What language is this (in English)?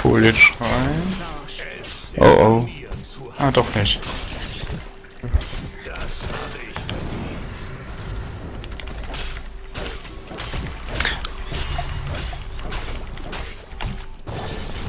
German